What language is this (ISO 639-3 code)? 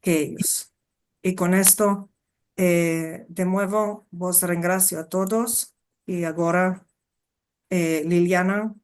lad